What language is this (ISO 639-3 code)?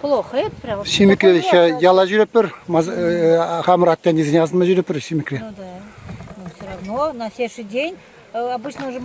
chv